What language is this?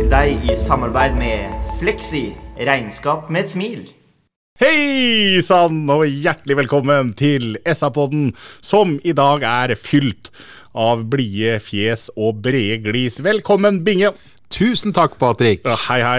Norwegian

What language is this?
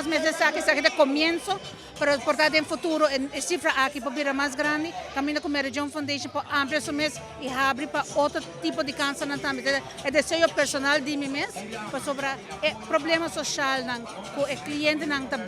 Papiamento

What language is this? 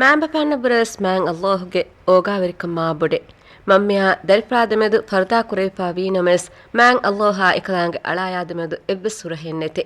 Divehi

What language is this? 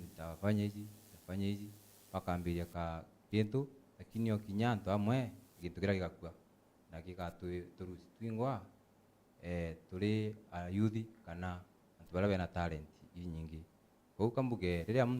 Meru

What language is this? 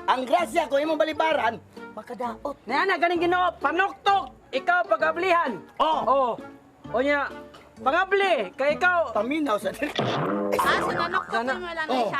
Cebuano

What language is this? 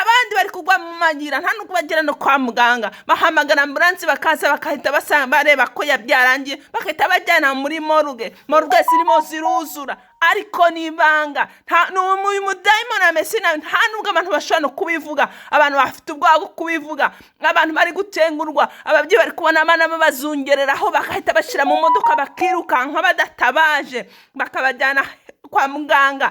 Kinyarwanda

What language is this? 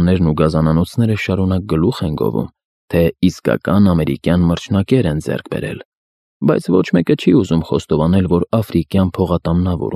Armenian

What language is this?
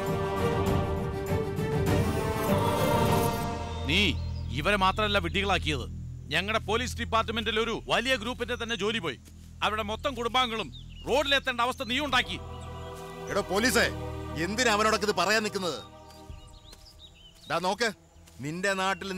Malayalam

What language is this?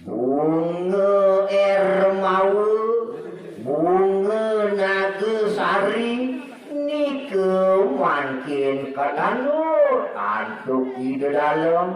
Balinese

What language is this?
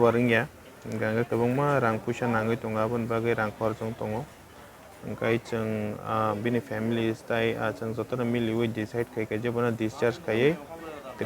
Kok Borok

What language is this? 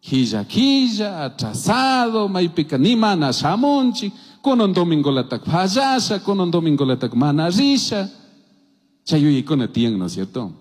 Chimborazo Highland Quichua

